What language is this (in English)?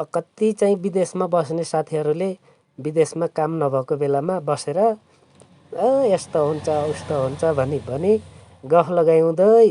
Nepali